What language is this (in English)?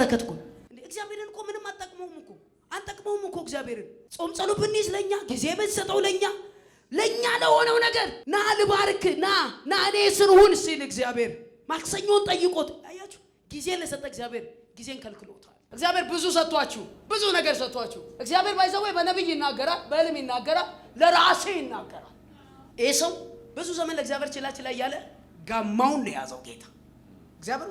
Amharic